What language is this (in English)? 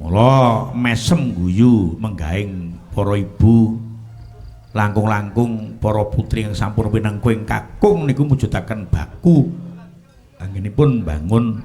Javanese